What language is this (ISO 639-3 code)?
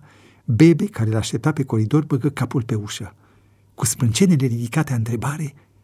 ron